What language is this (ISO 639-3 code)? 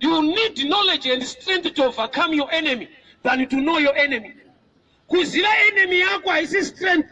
sna